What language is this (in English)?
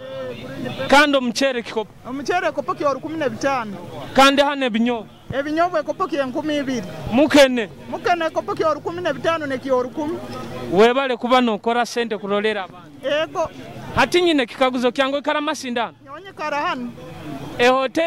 Nyoro